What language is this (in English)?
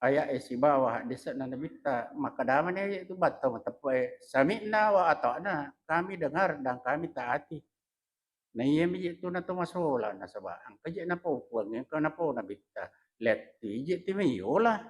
Buginese